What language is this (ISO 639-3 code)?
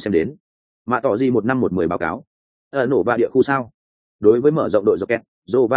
vie